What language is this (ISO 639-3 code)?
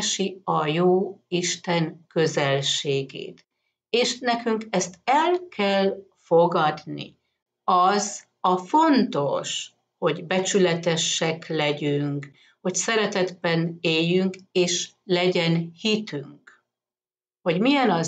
hun